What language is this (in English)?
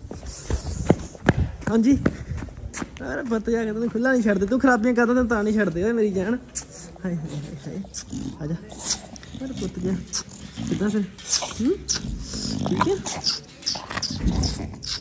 Punjabi